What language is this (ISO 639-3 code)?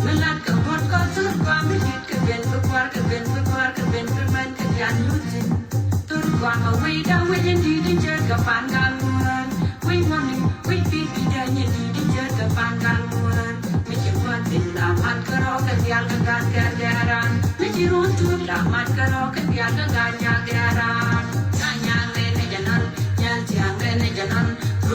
nus